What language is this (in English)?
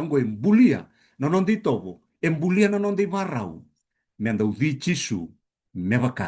Fijian